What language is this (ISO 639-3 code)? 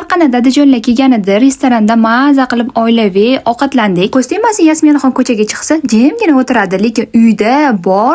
uzb